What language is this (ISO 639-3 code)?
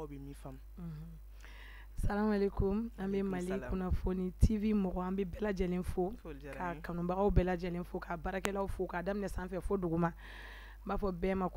bam